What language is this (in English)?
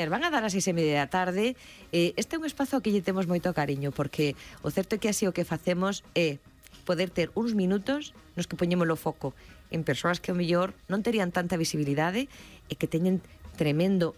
Galician